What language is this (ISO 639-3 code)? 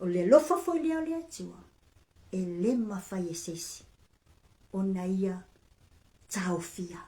smo